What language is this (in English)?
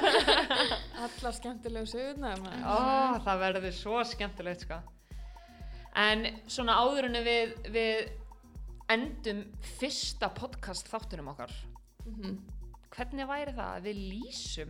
Icelandic